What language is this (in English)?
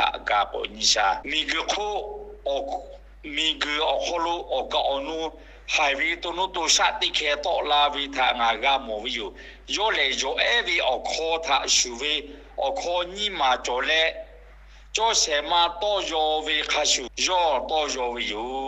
Lahu